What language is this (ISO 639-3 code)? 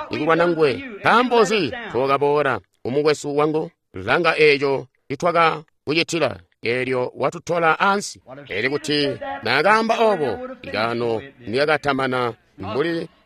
toi